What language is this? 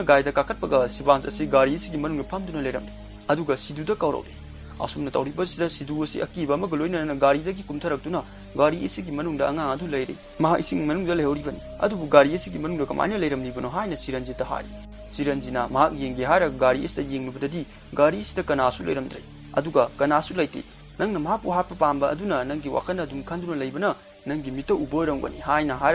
Manipuri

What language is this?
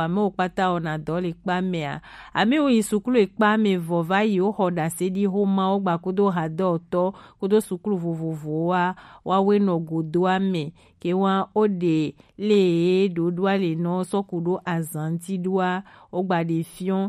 Gen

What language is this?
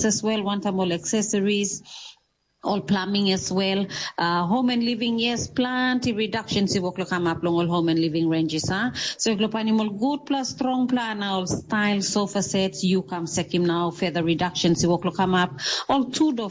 Tok Pisin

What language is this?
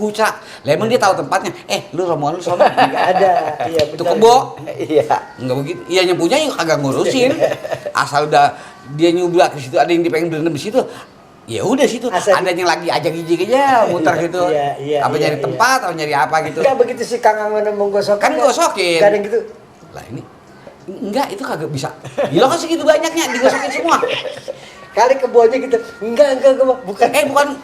Betawi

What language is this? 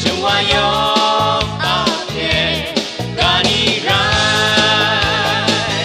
Kachin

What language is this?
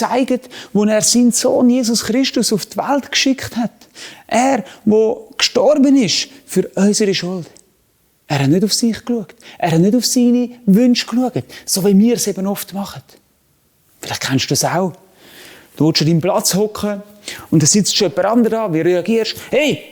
Swiss German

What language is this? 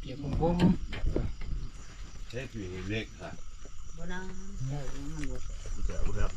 Northeastern Thai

